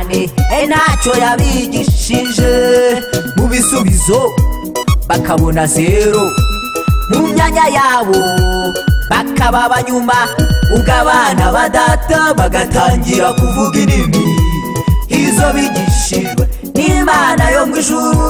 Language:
Kinyarwanda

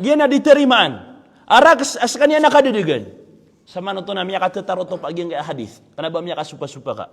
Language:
Maranao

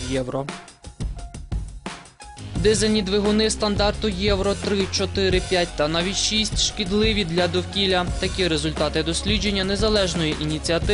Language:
Ukrainian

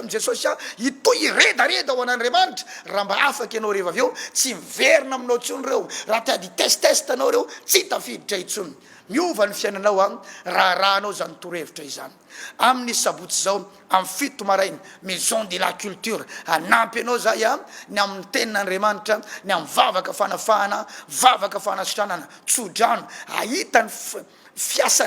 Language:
Malagasy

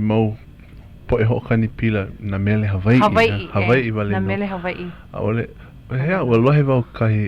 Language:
Hawaiian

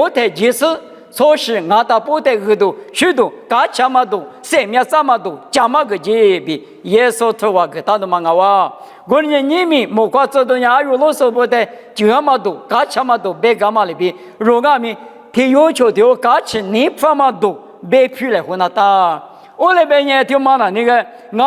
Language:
Lisu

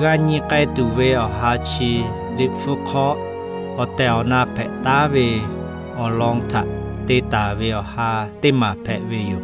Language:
Lahu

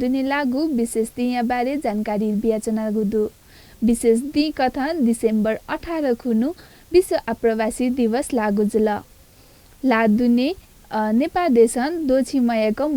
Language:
Newari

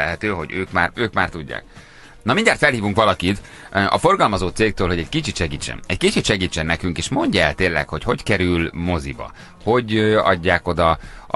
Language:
Hungarian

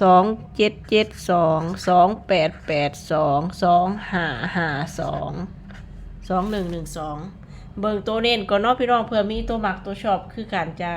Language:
Northeastern Thai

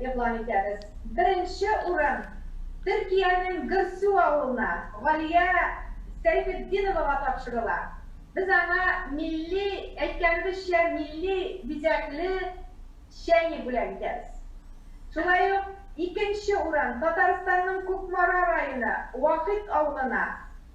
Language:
Tatar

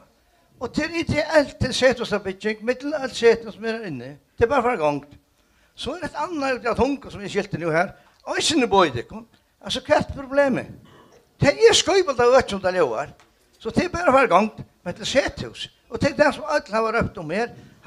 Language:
Faroese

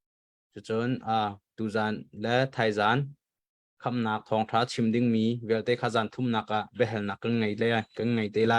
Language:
Hakha Chin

